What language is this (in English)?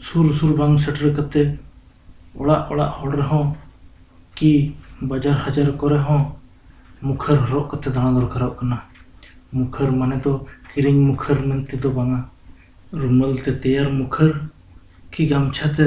Santali